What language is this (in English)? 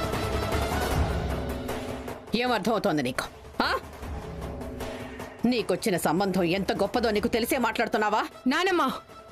Telugu